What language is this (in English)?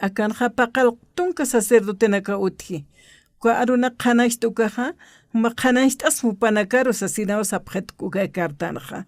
Aymara